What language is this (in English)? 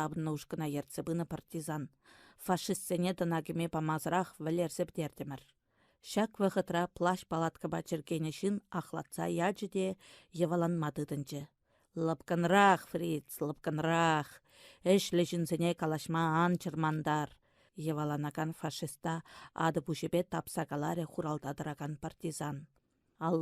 Chuvash